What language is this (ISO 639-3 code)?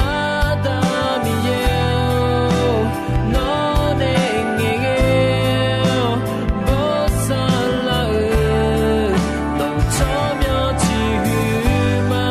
ahk